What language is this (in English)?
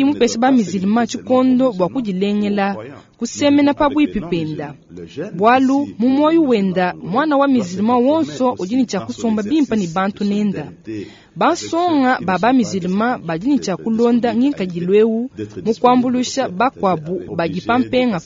Luba-Lulua